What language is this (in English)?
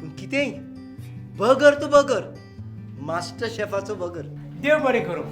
Konkani